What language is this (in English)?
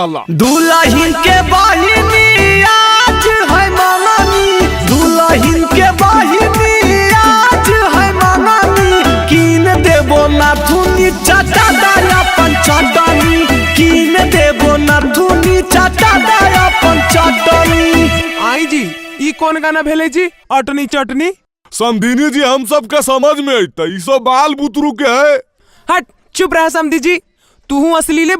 Magahi